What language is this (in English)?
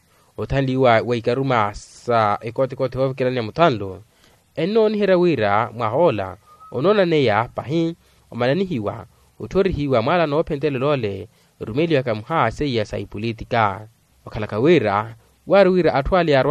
Makhuwa